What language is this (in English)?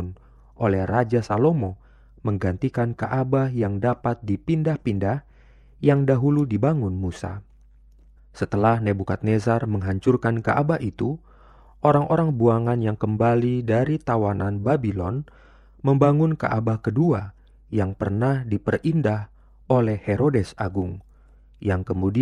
Indonesian